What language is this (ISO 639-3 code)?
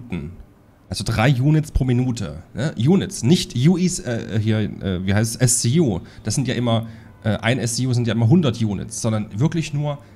deu